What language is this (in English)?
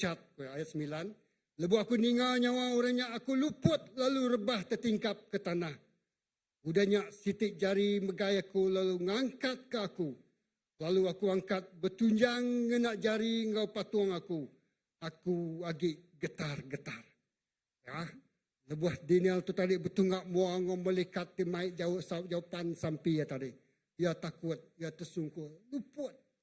Iban